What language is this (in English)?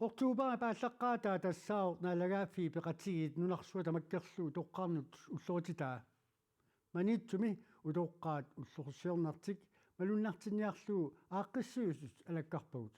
Kalaallisut